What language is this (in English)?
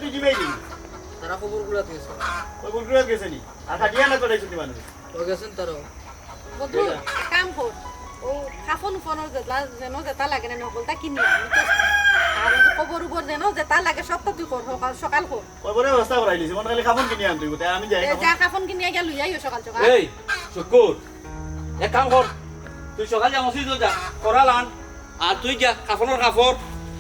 Sylheti